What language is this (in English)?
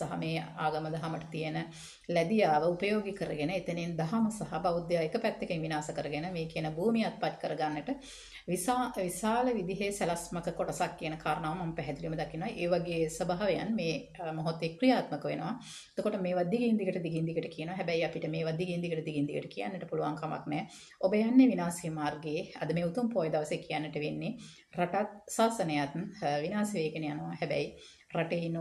Sinhala